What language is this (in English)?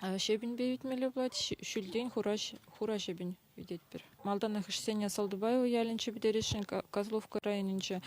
Chuvash